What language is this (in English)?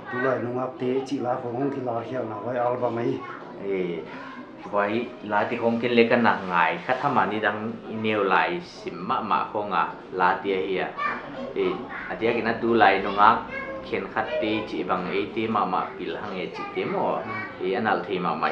Paite Chin